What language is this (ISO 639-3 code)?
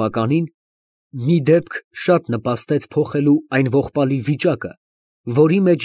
hye